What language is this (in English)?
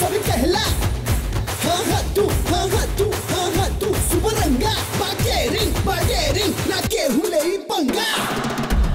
Bhojpuri